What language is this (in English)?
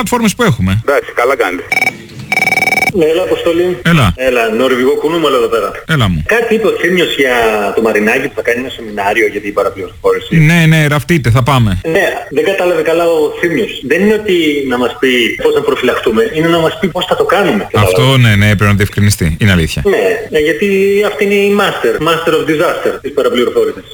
Greek